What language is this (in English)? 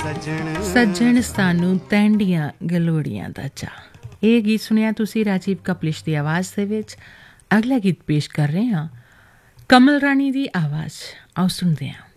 Punjabi